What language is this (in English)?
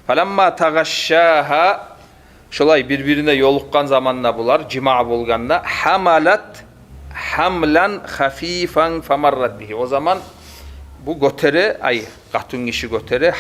Kumyk